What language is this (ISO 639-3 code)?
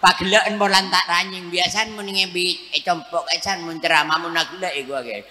mad